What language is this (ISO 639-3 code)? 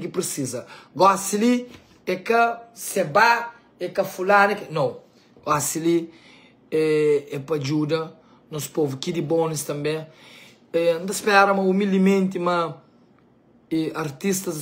kea